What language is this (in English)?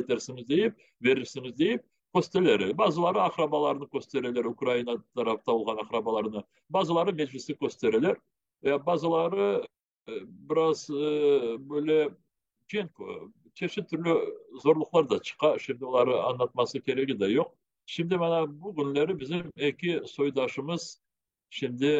Crimean Tatar